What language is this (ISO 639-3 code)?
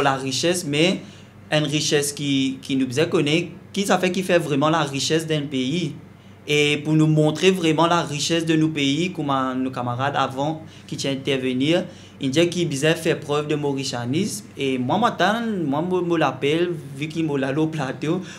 mfe